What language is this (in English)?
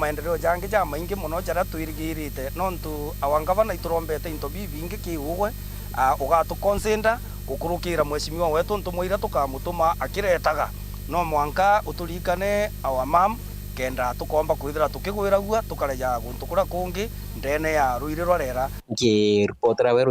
Meru